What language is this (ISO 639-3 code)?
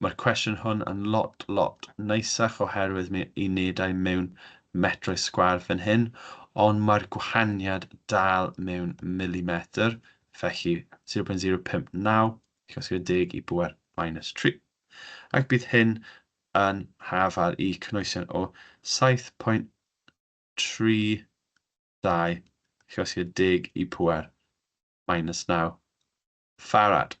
cym